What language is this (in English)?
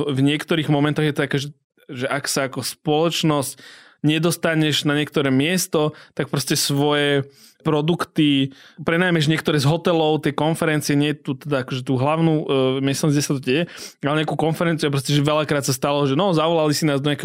Slovak